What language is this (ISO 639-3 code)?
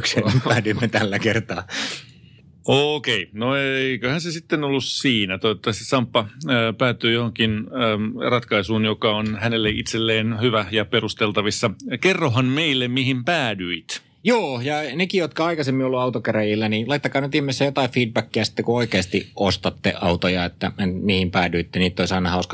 fin